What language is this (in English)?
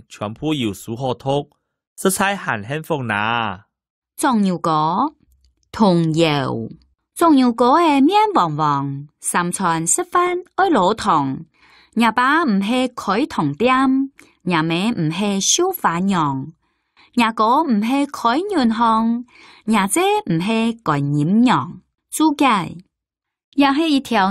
Hakka Chinese